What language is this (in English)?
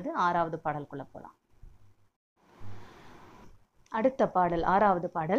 Tamil